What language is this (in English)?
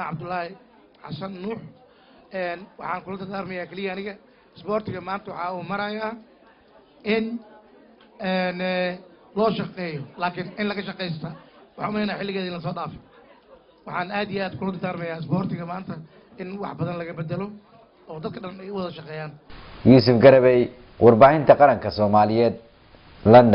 Somali